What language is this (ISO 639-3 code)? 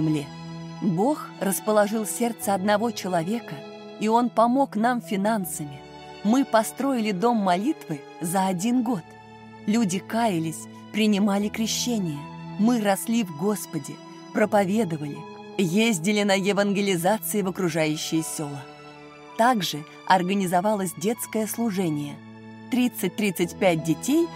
rus